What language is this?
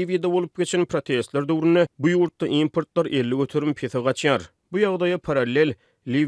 Turkmen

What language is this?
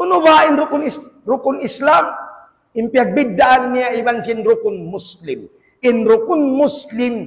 Tausug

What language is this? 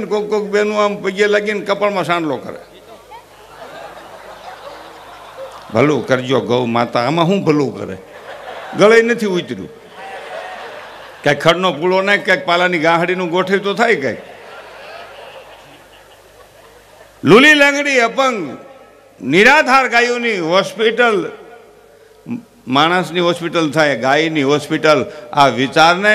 Gujarati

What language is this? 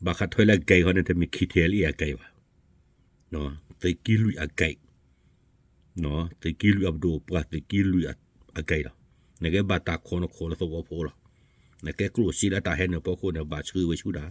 S'gaw Karen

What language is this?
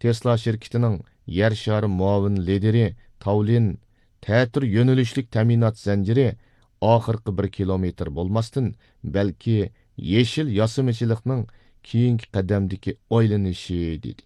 Uyghur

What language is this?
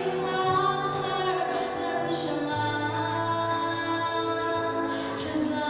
Falam Chin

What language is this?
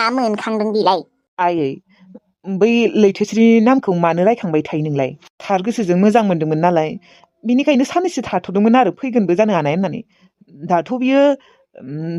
Bodo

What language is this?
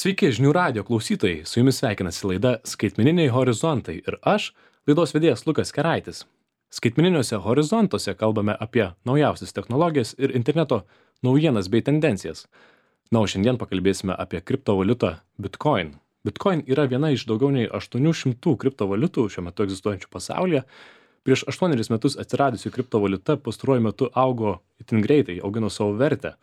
Lithuanian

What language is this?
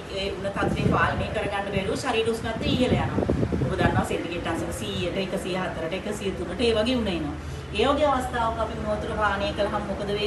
Sinhala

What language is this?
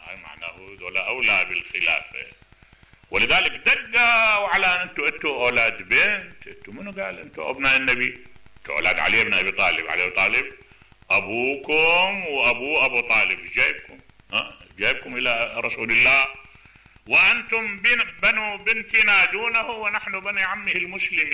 Mesopotamian Arabic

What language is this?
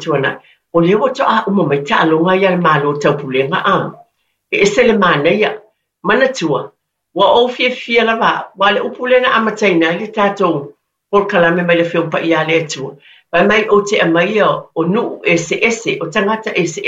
Samoan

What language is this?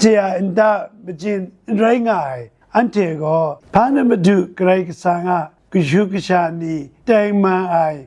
Kachin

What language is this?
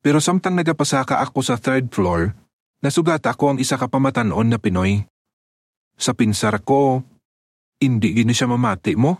Hiligaynon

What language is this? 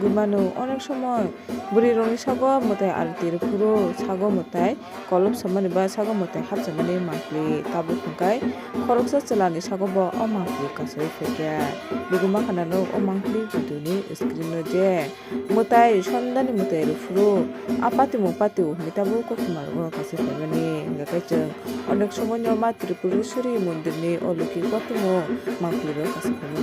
Kok Borok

